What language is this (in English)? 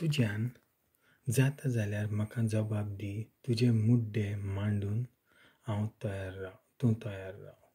Konkani